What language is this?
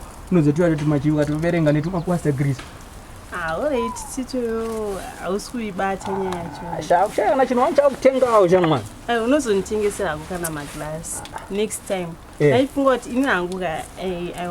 Shona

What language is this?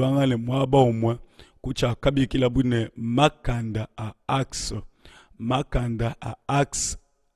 Luba-Lulua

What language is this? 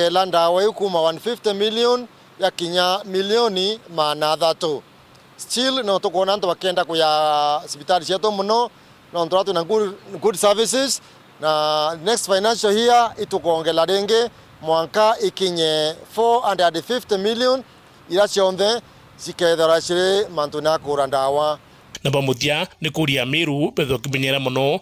Meru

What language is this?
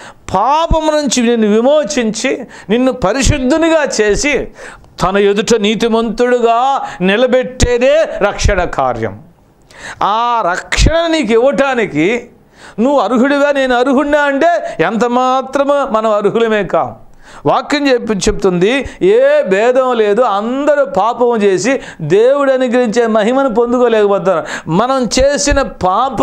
Telugu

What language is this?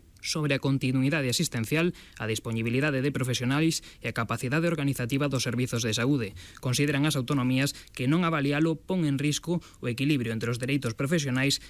Galician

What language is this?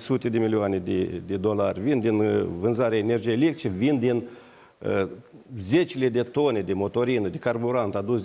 Romanian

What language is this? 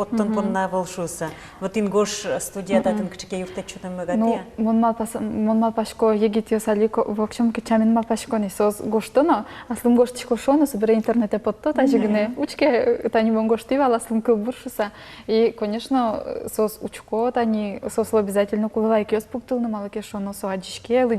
Udmurt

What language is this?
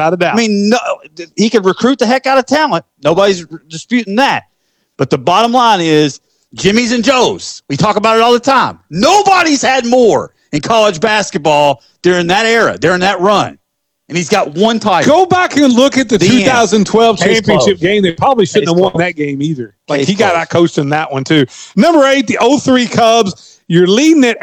English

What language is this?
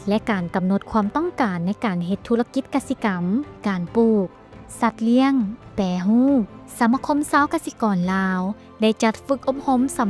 Lao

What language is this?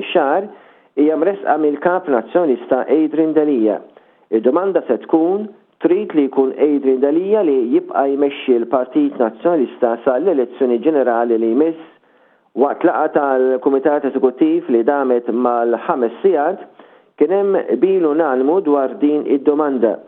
Maltese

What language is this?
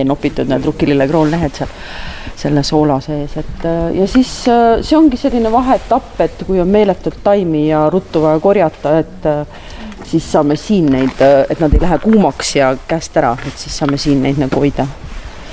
Estonian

